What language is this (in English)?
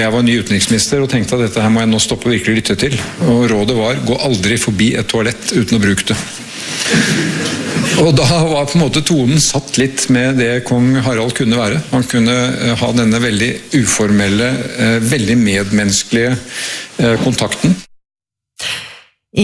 Norwegian